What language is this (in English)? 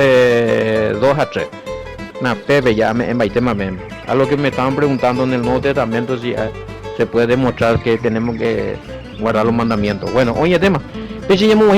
Guarani